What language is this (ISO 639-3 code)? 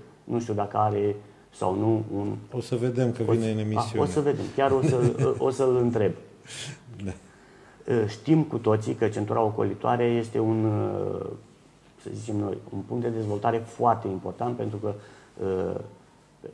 ron